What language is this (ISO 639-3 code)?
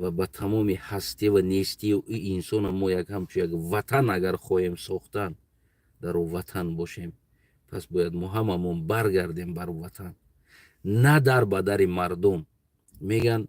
tgk